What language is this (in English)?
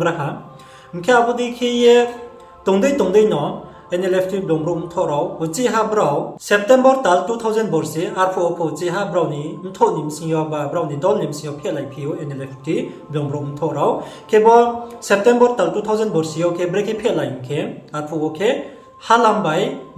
Riang (India)